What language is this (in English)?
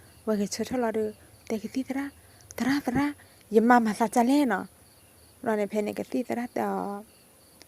S'gaw Karen